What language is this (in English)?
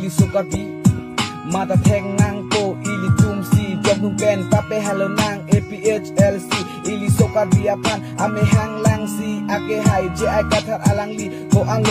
Karbi